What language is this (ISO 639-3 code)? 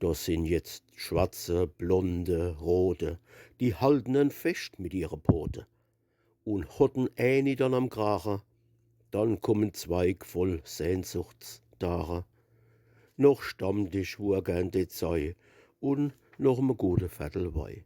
pfl